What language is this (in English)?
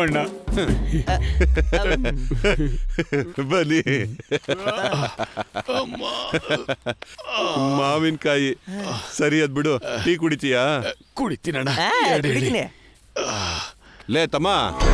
Kannada